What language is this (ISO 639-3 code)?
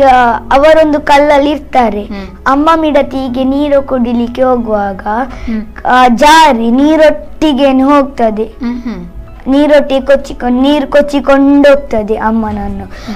kan